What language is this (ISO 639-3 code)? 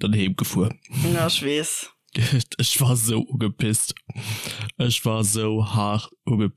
ltz